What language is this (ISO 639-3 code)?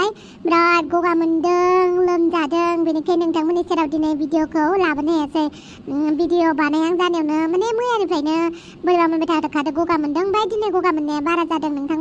brx